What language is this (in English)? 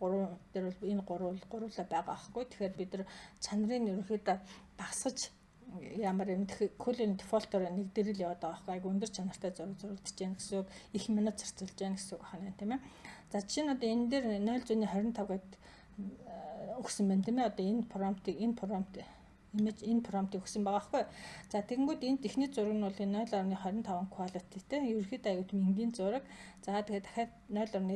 Mongolian